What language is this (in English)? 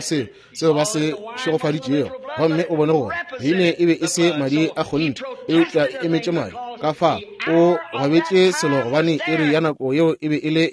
Northern Sotho